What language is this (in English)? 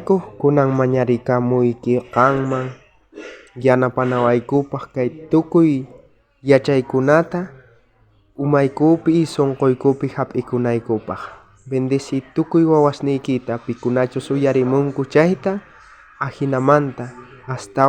South Bolivian Quechua